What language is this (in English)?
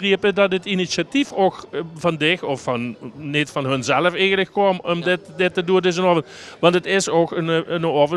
Limburgish